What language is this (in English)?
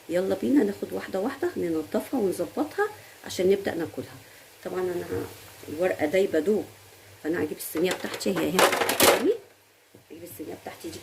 Egyptian Arabic